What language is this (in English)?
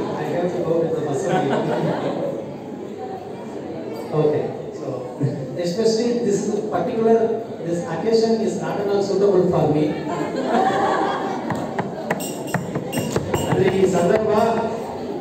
Kannada